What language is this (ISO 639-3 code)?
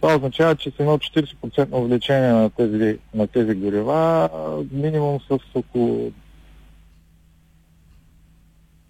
bul